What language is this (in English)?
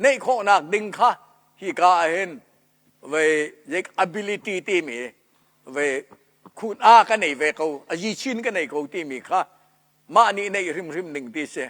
Hakha Chin